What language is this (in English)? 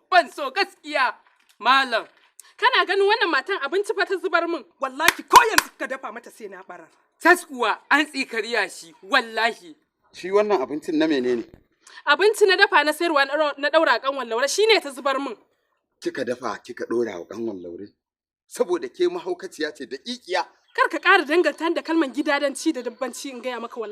Hausa